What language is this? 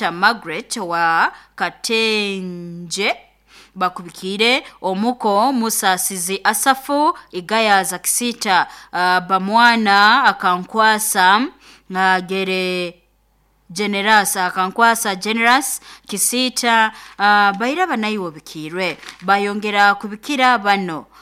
Nyoro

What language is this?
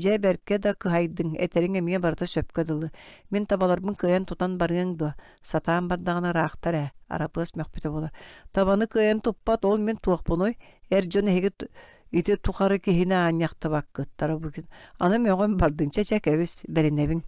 Yakut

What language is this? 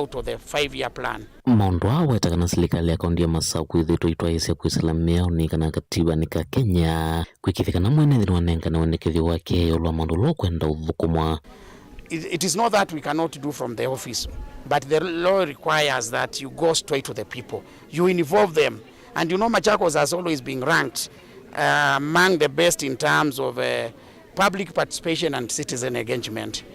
Kamba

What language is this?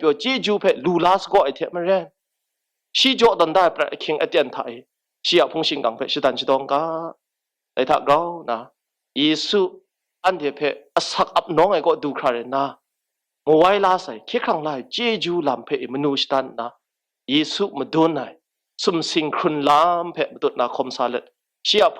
Kachin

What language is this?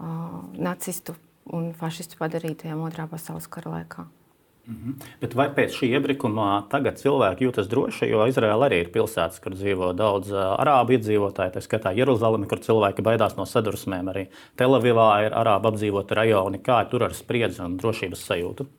Latvian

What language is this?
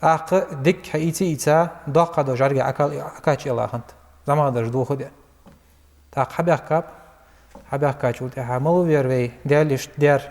Ingush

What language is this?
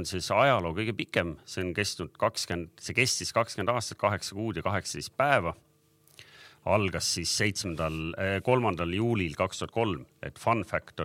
Estonian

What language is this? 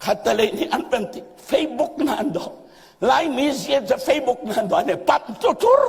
Hakha Chin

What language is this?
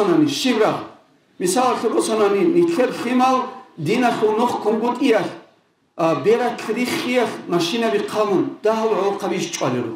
Avaric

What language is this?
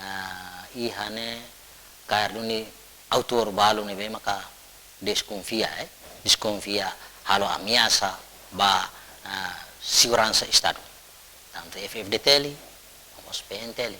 Tetum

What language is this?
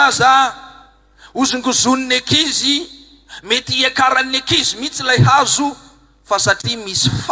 Malagasy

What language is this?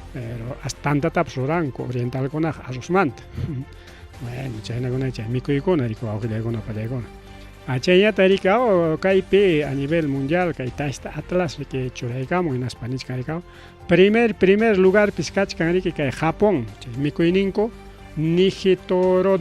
Ayacucho Quechua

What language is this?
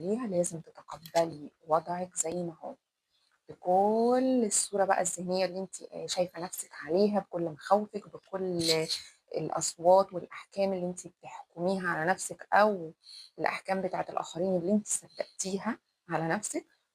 Egyptian Arabic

